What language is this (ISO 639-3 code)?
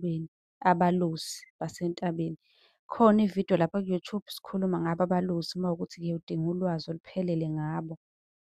zul